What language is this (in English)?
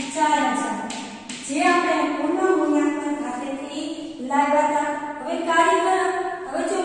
Gujarati